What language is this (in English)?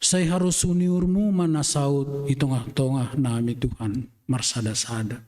Batak Simalungun